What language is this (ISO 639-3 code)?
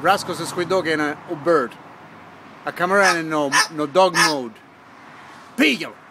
scn